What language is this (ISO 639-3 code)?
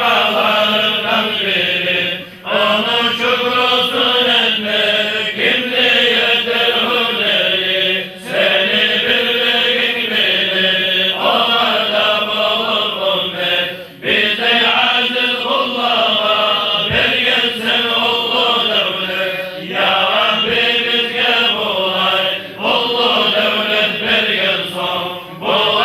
kum